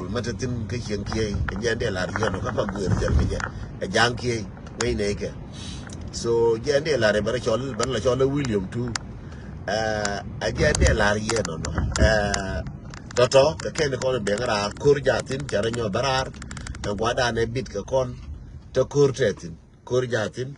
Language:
Nuer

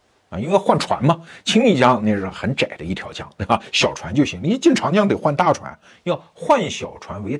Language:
Chinese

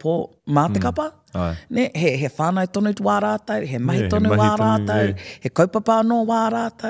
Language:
Māori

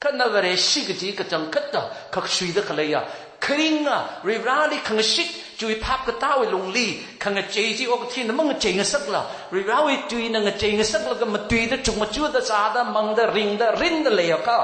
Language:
Tangkhul Naga (India)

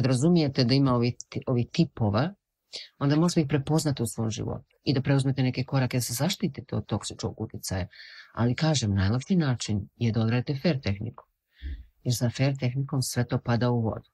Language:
Croatian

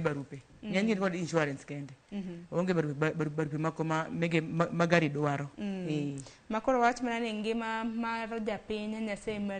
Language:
Luo (Kenya and Tanzania)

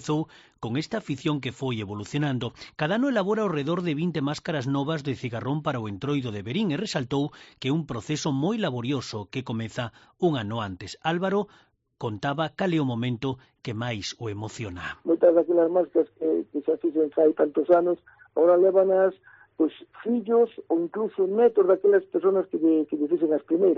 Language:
Galician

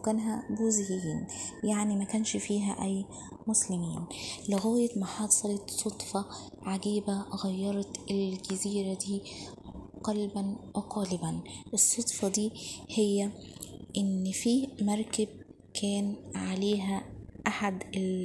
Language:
Egyptian Arabic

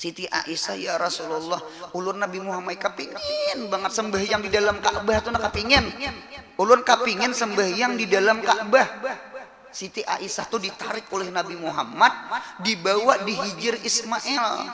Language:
Banjar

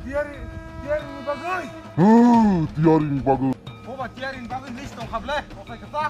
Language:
Kok Borok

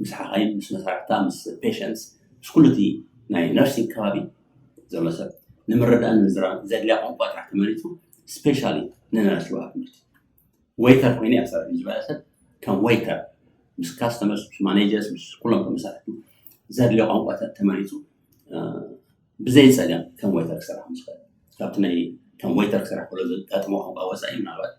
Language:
Tigrinya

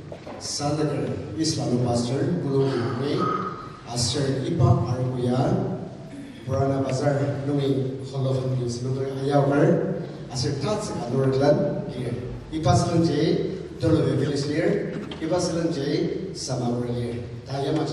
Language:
Ao Naga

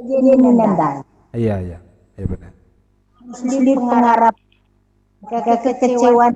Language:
Batak Karo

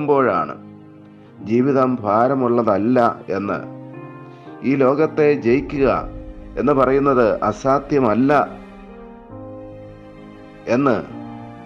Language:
Malayalam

